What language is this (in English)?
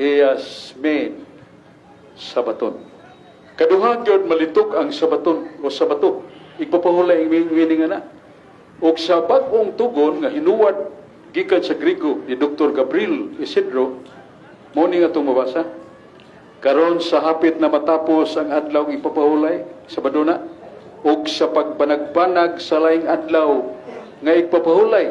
Cebuano